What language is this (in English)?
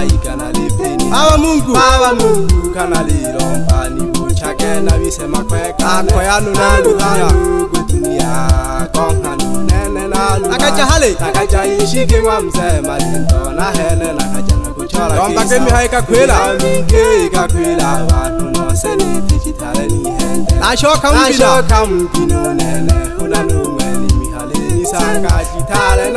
Swahili